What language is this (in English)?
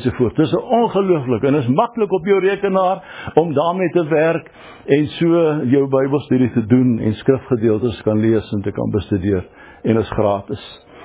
Afrikaans